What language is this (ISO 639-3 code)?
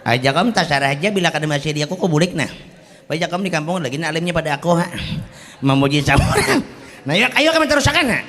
bjn